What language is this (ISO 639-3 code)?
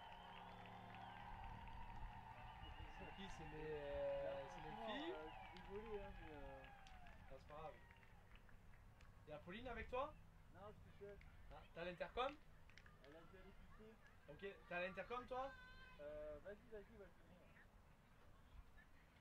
fra